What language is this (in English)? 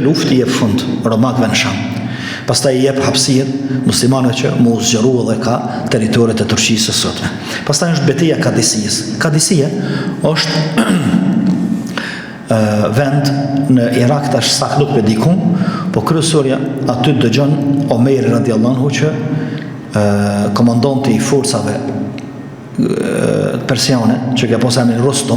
Albanian